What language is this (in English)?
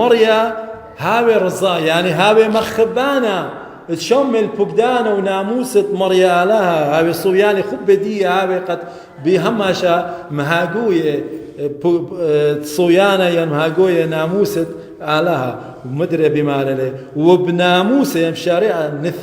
Assyrian Neo-Aramaic